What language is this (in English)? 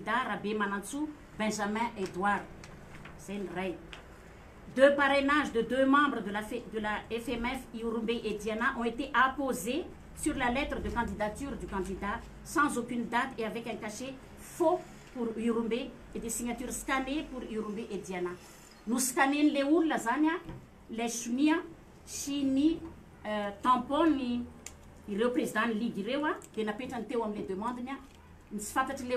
Malagasy